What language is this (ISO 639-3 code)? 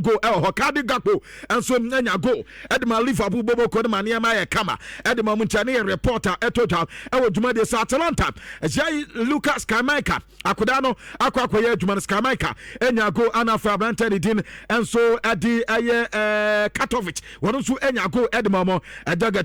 aka